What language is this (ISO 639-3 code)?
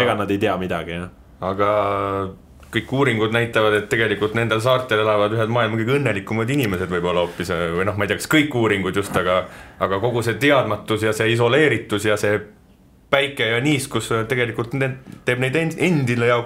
est